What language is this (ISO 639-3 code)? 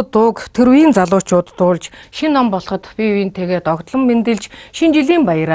mon